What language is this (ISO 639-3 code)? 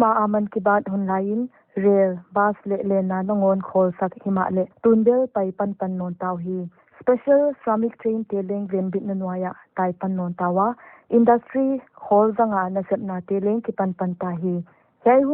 pck